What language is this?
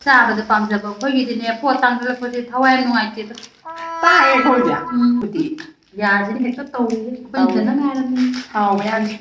Manipuri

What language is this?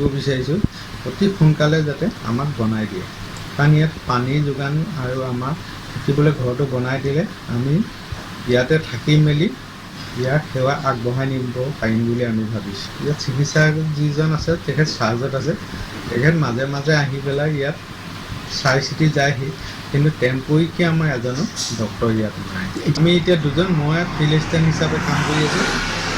Assamese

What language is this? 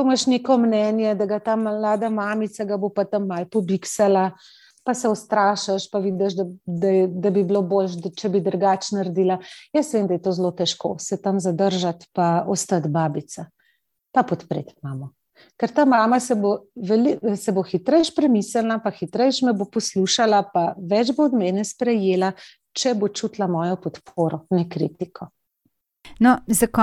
Slovenian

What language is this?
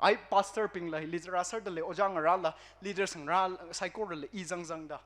Tangkhul Naga (India)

